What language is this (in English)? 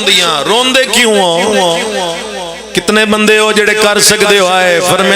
Pahari-Potwari